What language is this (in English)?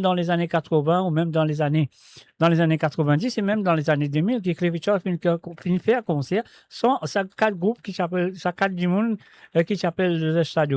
Morisyen